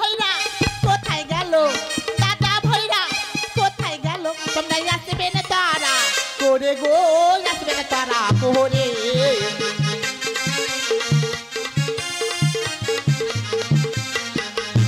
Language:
Bangla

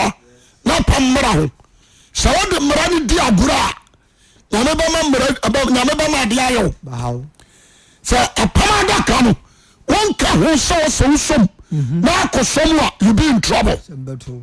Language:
Akan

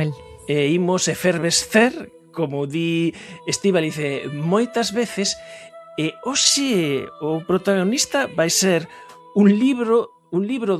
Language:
Galician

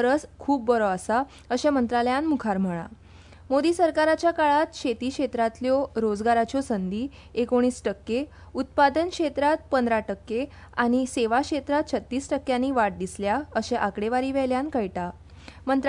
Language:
Konkani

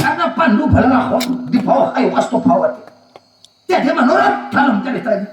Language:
Banjar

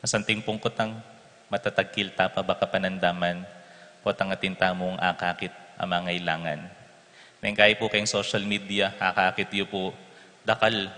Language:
Pampanga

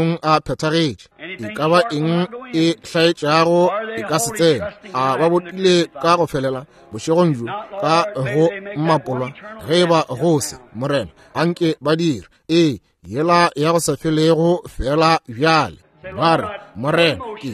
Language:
Northern Sotho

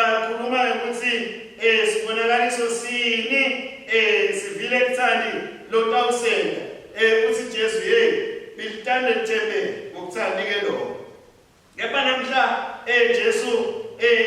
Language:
Swati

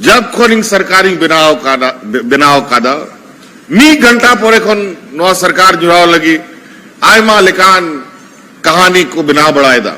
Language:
Santali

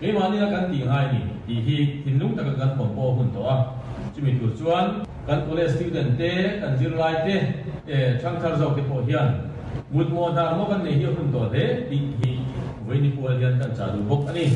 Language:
Mizo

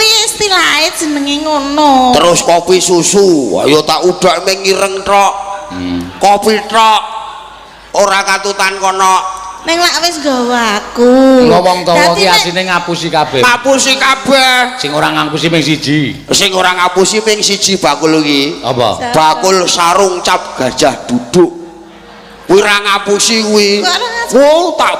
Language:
Javanese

